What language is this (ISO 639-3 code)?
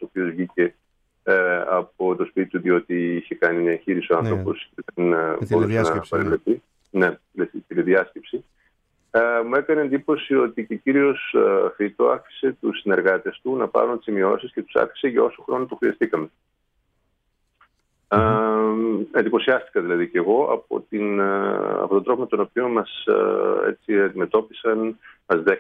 ell